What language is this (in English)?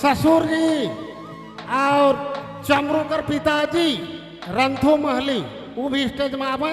Sadri